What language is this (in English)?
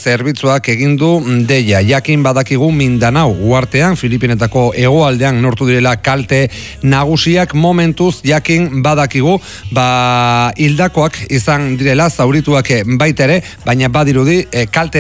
Basque